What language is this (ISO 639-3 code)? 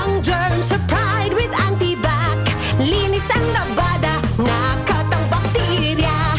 bik